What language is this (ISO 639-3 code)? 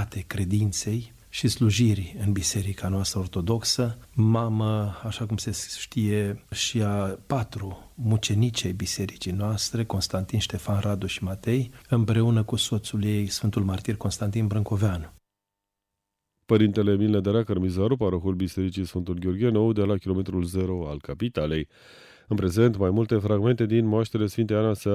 ron